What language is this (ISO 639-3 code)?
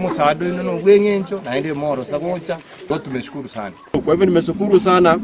guz